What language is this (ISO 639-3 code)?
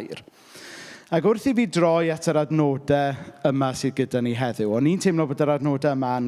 cym